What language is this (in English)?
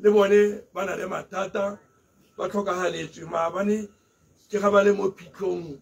Tswana